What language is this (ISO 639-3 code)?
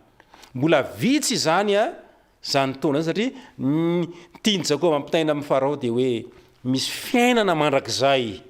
mlg